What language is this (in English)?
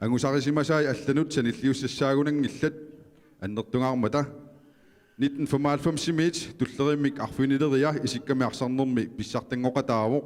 Kalaallisut